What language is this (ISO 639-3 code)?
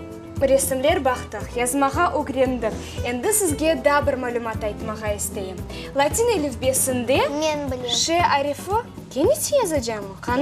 crh